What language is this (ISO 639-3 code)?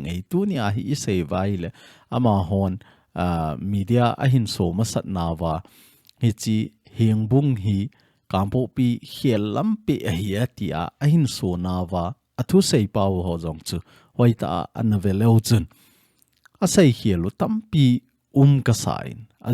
tcz